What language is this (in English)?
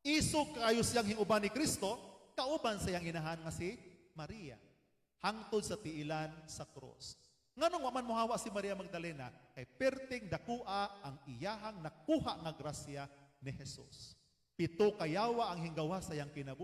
Cebuano